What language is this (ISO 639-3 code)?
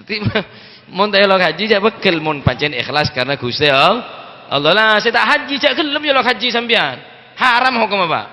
mad